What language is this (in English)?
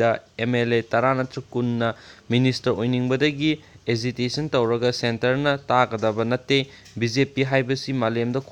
Manipuri